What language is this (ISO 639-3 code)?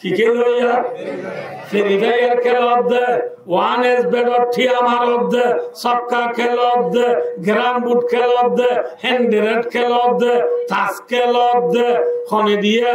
rhg